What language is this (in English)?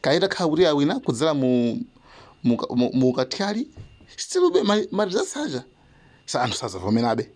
Nyanja